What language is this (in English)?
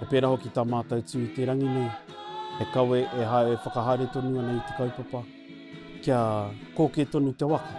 Māori